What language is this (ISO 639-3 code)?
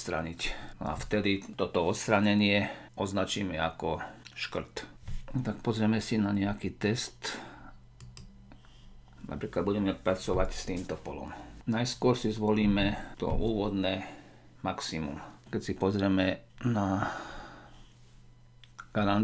slk